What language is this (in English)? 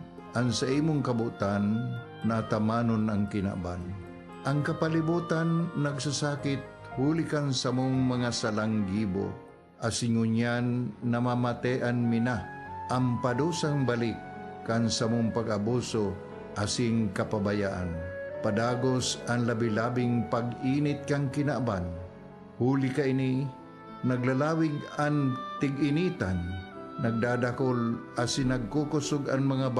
Bikol